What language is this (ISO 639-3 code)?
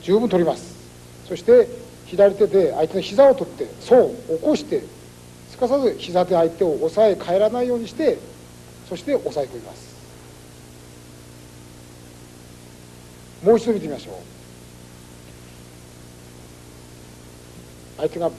jpn